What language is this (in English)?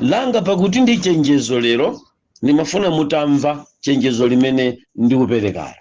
Nyanja